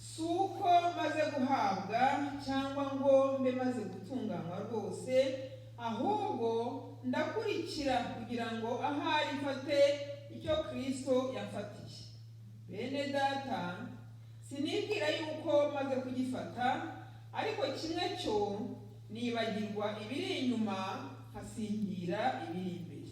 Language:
Kinyarwanda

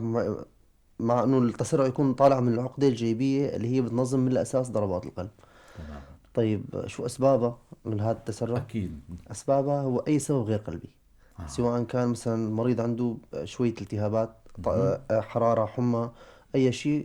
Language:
North Levantine Arabic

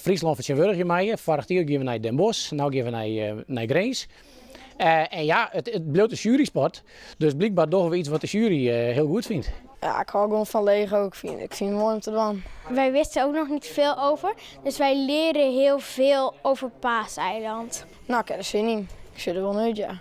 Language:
Western Frisian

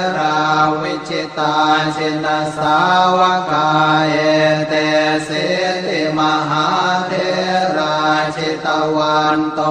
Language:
Pali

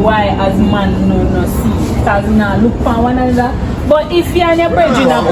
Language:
Jamaican Creole English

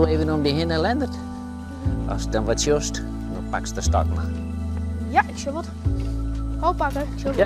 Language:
Western Frisian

